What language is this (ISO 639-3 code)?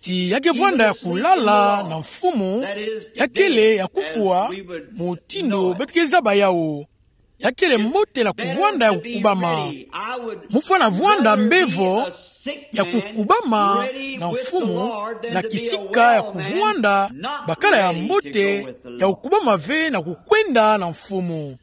ktu